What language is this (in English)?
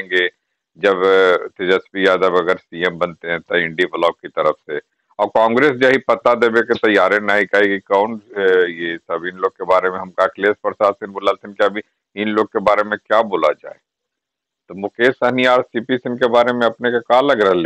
Magahi